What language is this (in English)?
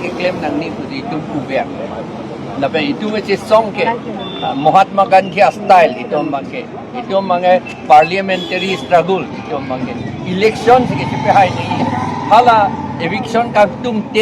Karbi